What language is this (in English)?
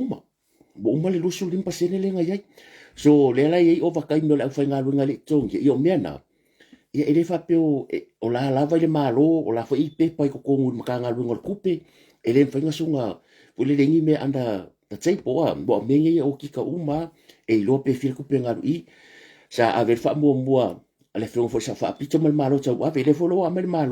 Samoan